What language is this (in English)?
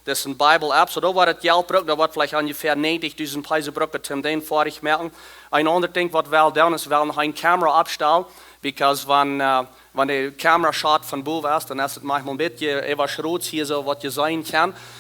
Plautdietsch